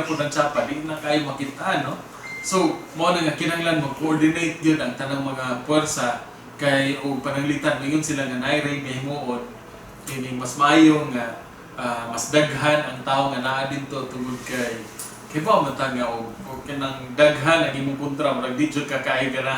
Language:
Cebuano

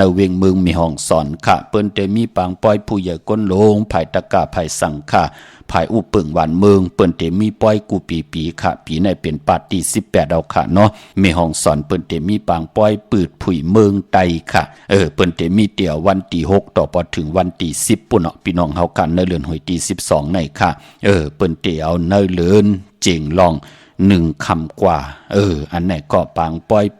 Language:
Shan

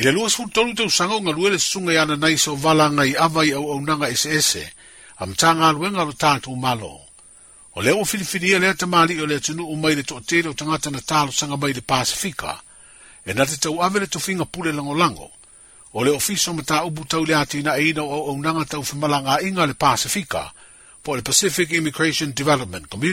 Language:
Samoan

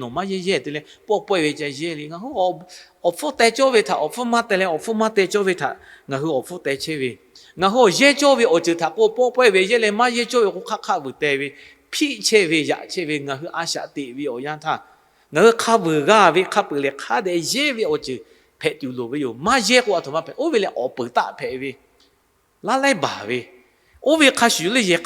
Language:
Lahu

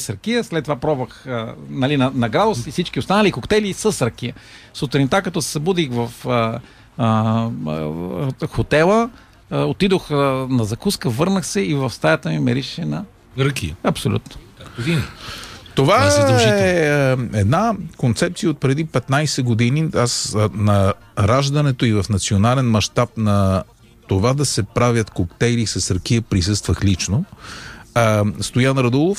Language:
Bulgarian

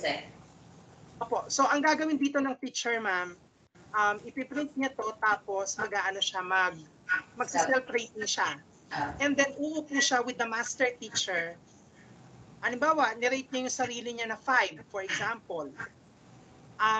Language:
Filipino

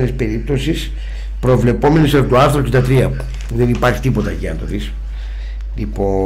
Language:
Greek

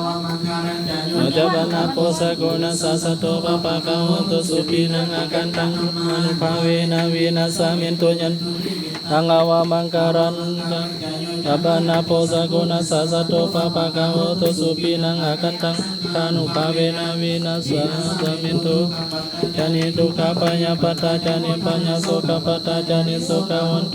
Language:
Pali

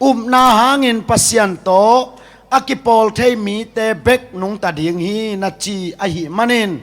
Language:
Tedim Chin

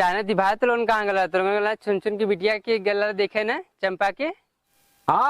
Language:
Awadhi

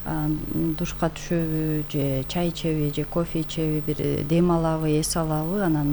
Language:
Kyrgyz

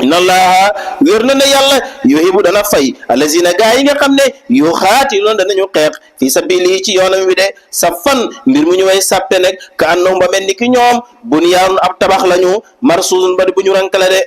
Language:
Wolof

